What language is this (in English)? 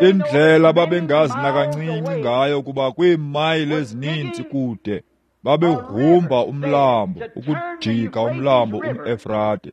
Xhosa